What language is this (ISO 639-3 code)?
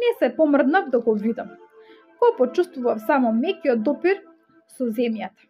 mkd